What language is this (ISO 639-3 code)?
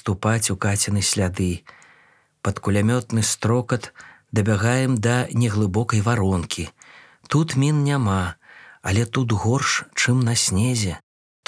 bel